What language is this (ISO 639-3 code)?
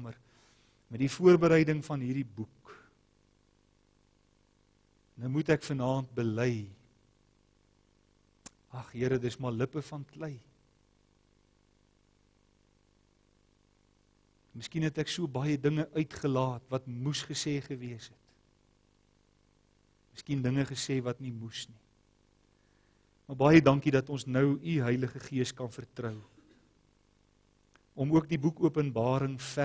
afr